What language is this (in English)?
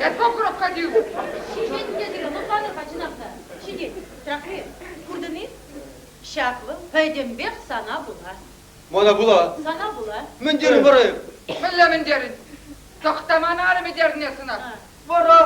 Chuvash